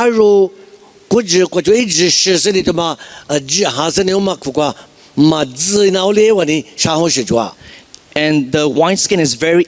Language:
Lisu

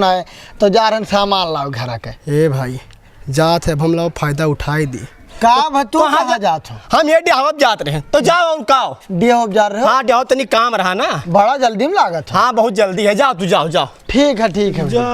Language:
Awadhi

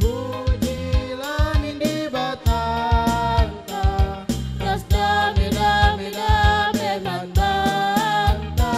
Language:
Batak Karo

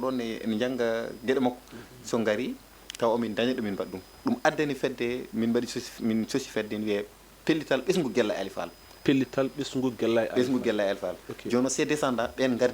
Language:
Fula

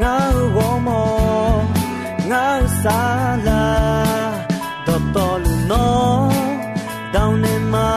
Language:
Akha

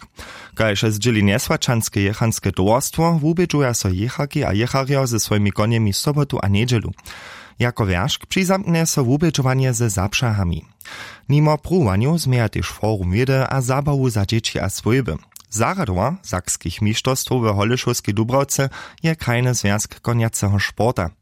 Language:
Upper Sorbian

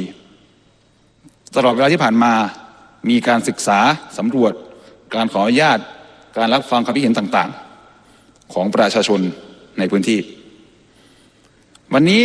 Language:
Thai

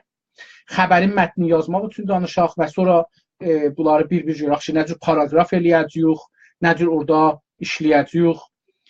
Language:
South Azerbaijani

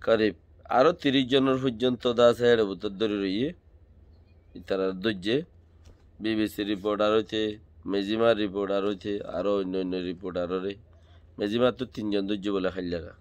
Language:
Rohingya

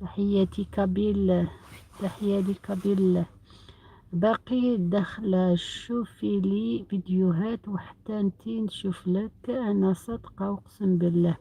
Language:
Algerian Arabic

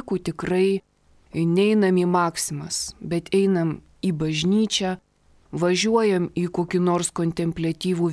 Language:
Lithuanian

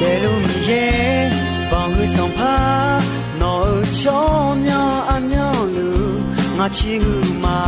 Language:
Akha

